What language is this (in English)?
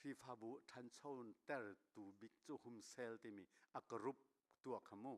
Hakha Chin